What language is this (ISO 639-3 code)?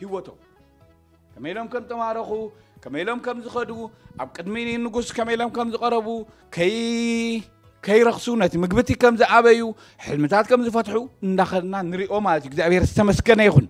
tir